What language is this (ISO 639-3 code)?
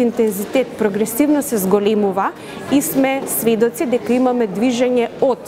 mkd